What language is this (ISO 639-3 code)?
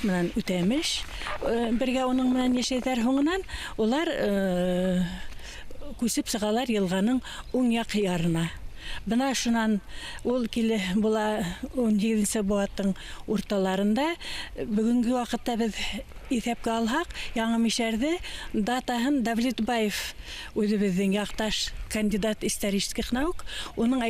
bak